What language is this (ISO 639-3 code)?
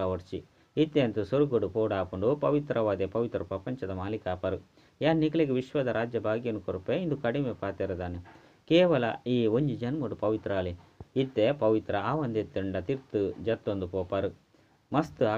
tcy